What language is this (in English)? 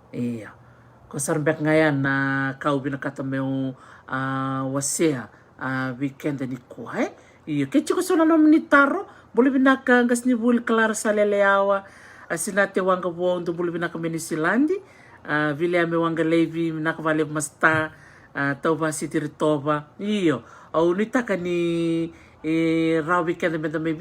Fijian